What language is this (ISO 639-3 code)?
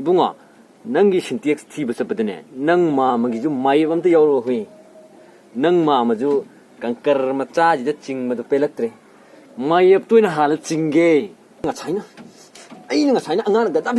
mni